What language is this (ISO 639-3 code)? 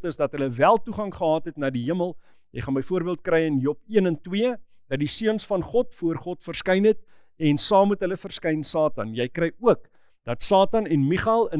afr